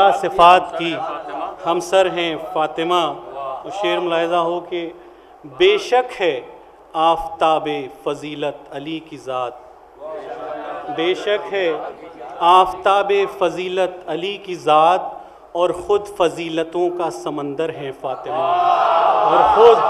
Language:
Urdu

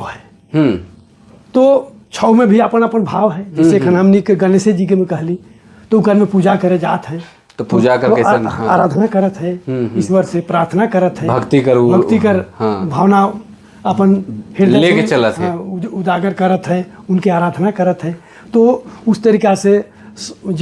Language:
Sadri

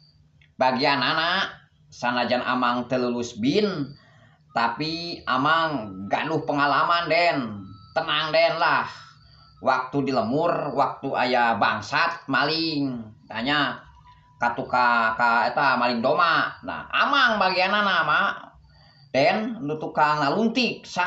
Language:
Sundanese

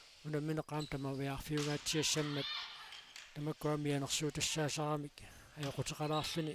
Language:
Kalaallisut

